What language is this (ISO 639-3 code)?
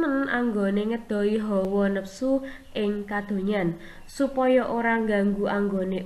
jav